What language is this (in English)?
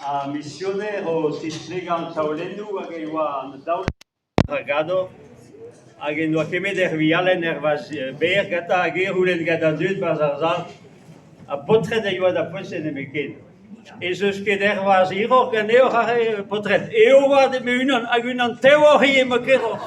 Breton